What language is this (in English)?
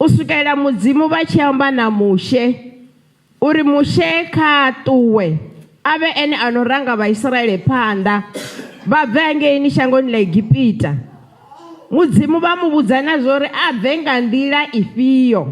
Venda